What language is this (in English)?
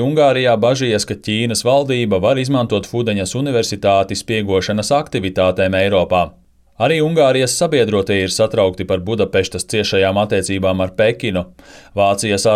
Latvian